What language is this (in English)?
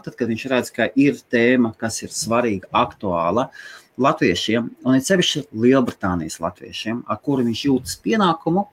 Latvian